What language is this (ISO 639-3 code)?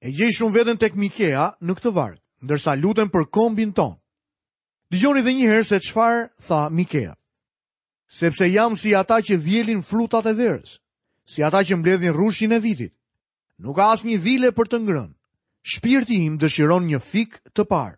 sqi